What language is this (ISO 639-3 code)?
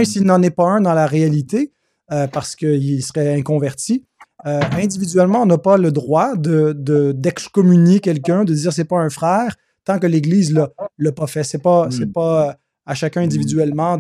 fra